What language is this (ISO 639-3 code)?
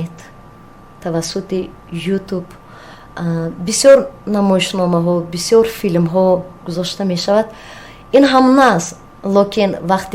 tgk